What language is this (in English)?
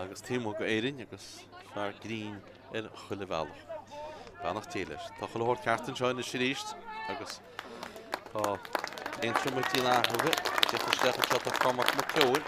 Irish